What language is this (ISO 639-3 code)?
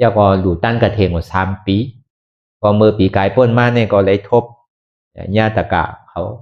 shn